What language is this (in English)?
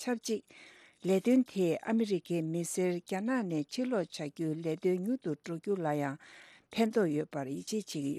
Tibetan